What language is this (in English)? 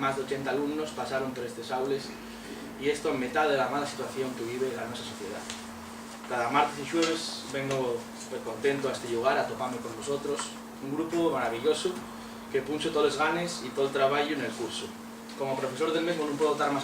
Asturian